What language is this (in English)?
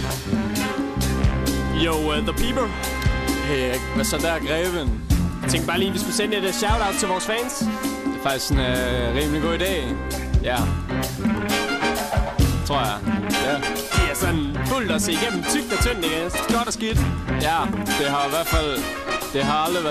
Danish